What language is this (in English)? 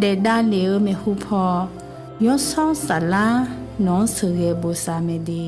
Akha